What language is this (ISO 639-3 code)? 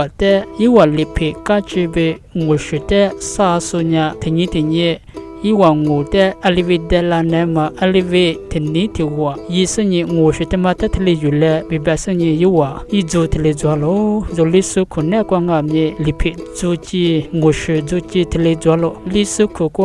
lis